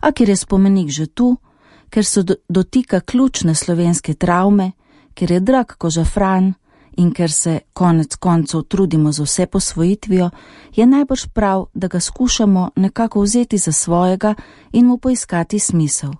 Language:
Slovenian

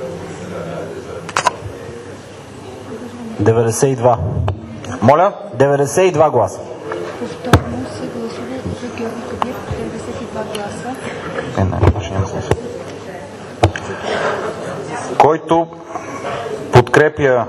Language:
Bulgarian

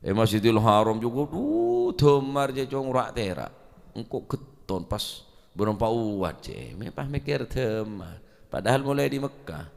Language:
Madurese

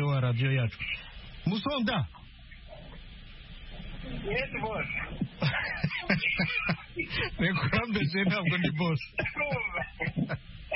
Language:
Kinyarwanda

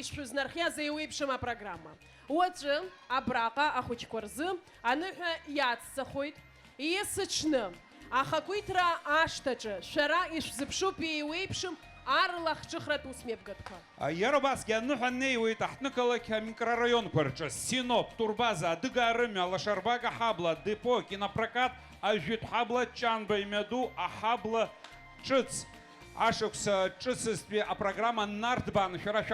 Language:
Abkhazian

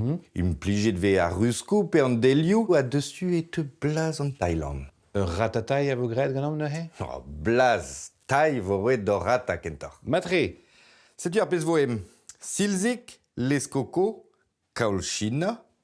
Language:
Breton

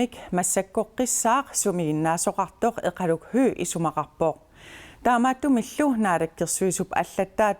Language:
Kalaallisut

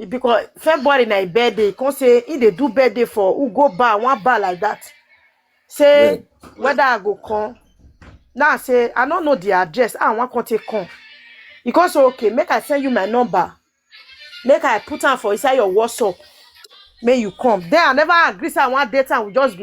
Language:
Nigerian Pidgin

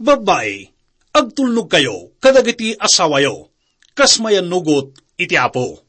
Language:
Iloko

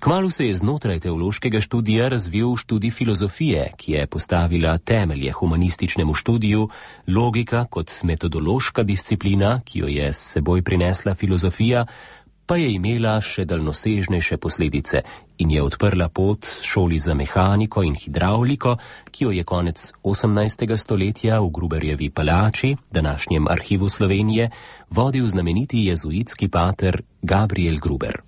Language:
Slovenian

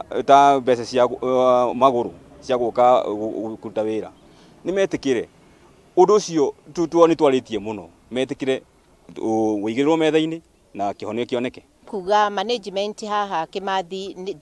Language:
Kikuyu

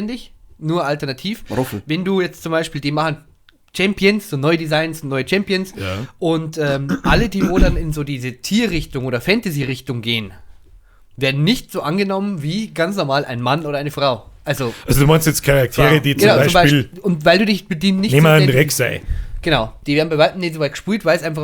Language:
Bavarian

